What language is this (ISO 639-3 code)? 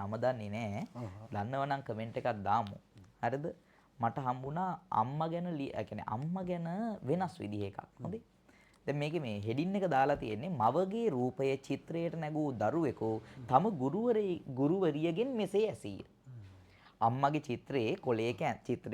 sin